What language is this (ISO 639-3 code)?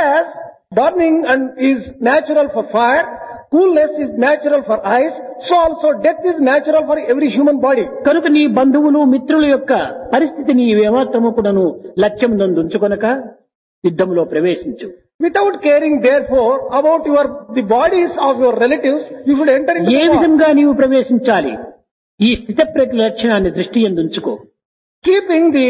tel